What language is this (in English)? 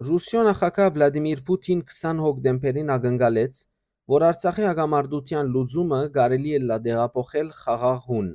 Western Armenian